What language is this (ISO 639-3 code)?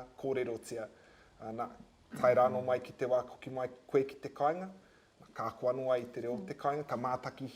mri